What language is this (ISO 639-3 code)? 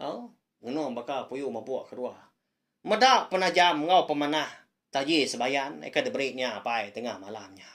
iba